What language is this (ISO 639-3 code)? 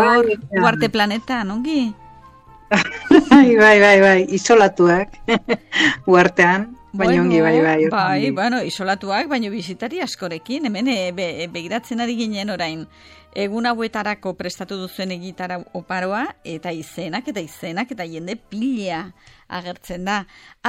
eus